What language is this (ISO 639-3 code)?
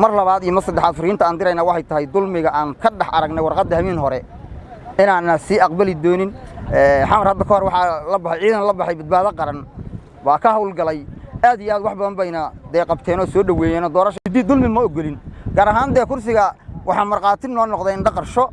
som